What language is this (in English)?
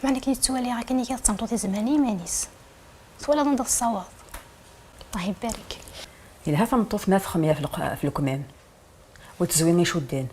Kabyle